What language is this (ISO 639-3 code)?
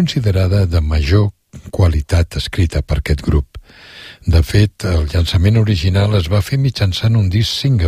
cat